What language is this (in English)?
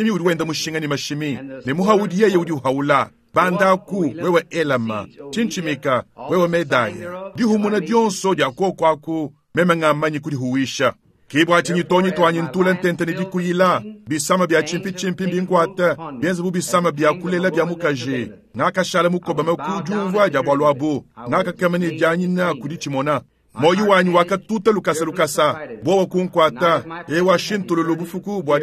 Luba-Lulua